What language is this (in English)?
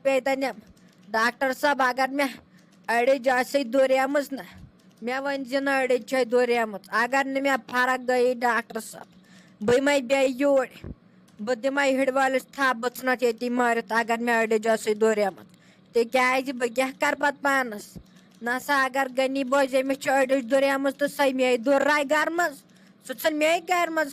Kashmiri